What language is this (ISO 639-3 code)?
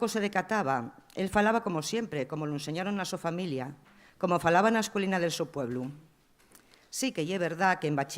ast